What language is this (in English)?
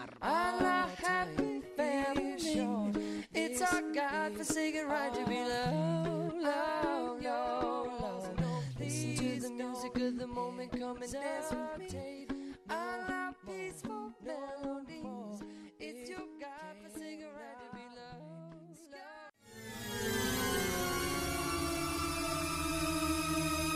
Catalan